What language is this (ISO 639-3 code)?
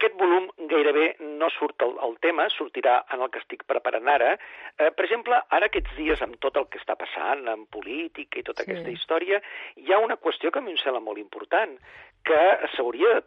cat